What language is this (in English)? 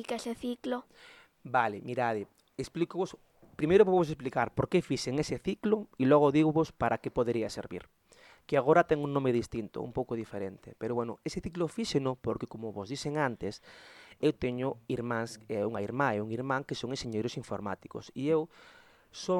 Galician